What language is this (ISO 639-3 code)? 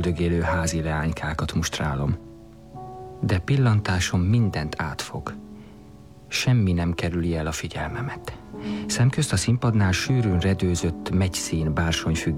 hun